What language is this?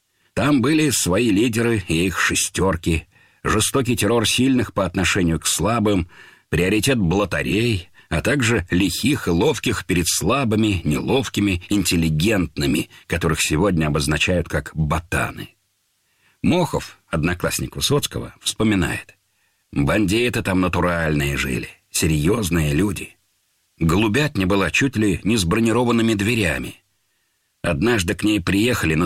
Russian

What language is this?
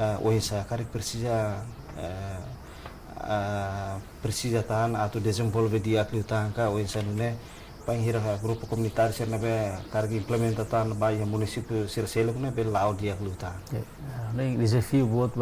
Tetum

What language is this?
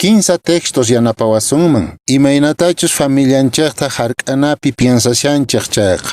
Quechua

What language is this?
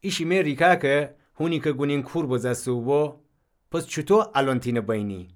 Gilaki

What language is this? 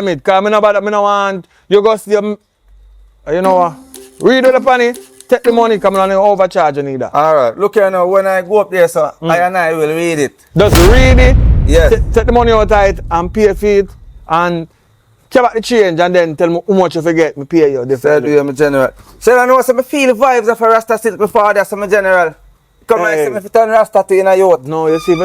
Jamaican Creole English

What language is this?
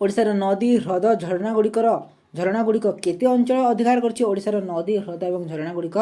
Odia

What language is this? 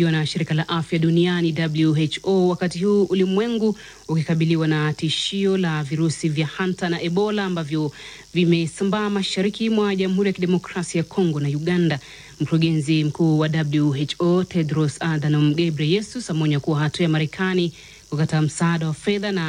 Swahili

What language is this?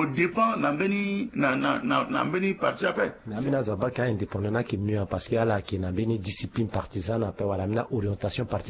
Sango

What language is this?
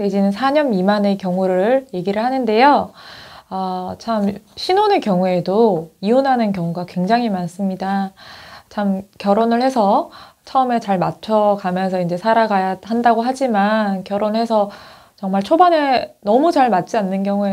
Korean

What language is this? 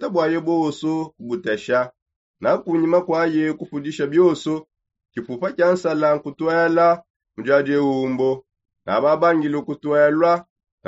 Songe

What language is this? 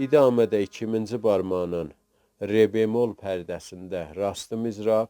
South Azerbaijani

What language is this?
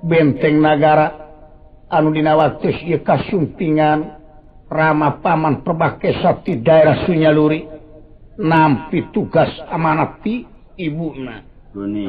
Sundanese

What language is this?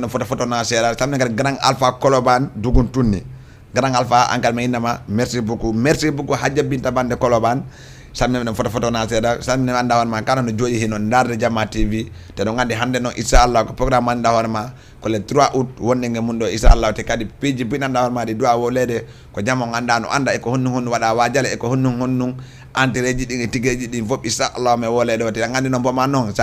Fula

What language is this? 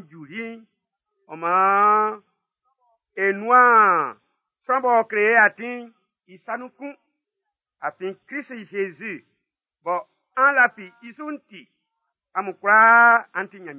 Baoulé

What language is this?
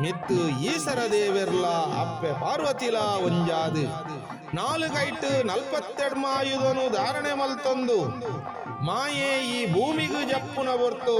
Tulu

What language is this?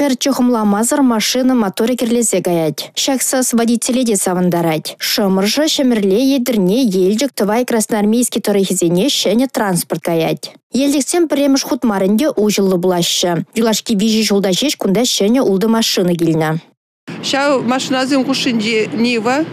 Chuvash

